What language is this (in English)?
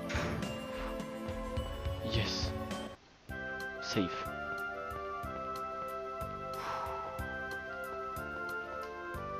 French